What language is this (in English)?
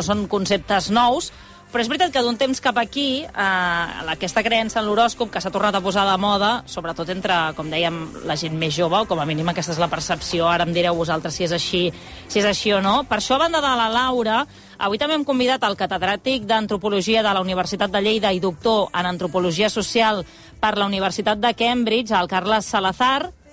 Catalan